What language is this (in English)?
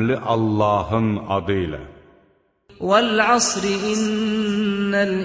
Azerbaijani